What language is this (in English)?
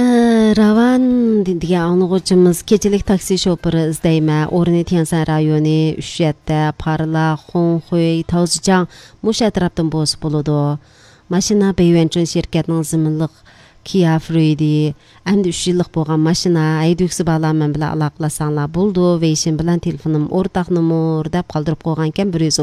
Uyghur